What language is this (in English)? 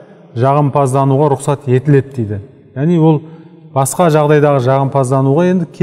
Kazakh